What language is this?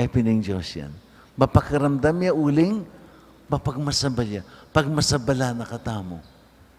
Pampanga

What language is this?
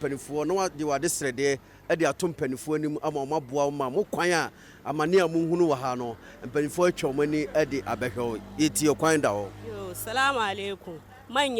Akan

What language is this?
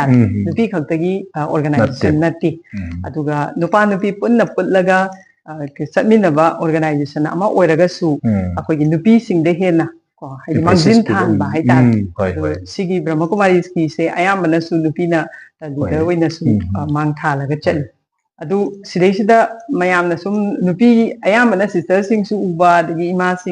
Manipuri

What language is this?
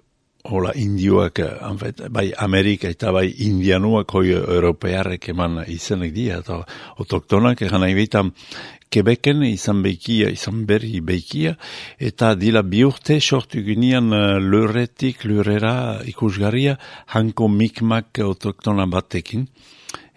Basque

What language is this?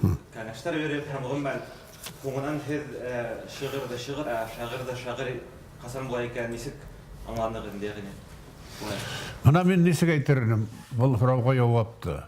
Bashkir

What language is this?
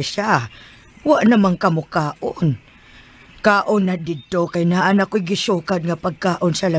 Cebuano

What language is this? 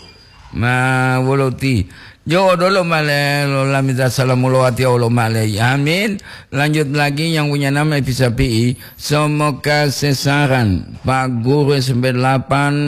Gorontalo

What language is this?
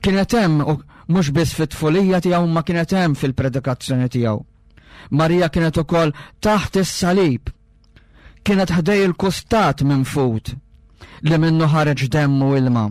Maltese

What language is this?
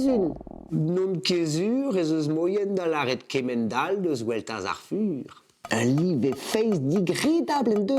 Breton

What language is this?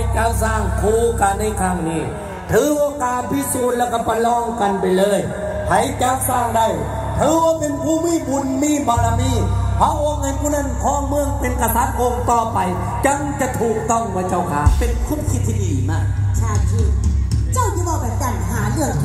Thai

